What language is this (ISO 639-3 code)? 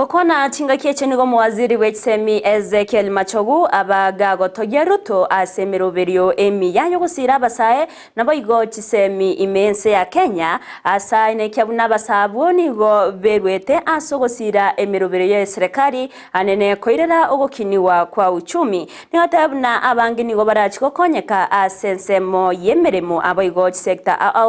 guz